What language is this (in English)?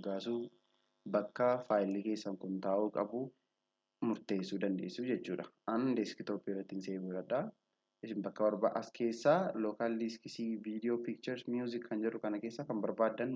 Oromo